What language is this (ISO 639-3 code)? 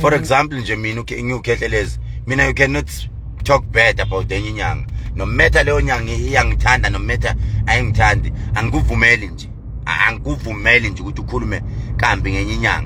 zul